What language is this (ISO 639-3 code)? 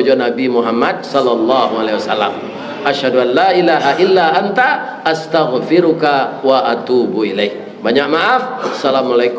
min